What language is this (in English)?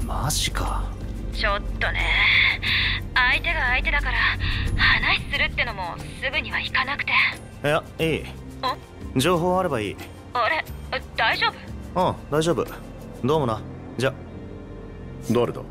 Japanese